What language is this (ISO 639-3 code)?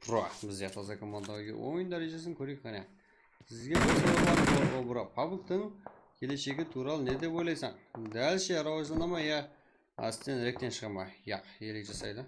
kaa